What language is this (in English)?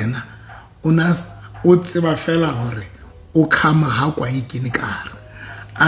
Southern Sotho